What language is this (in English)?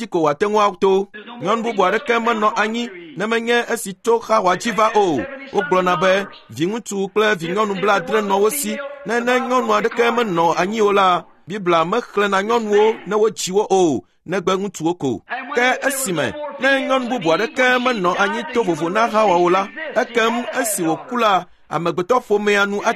Ewe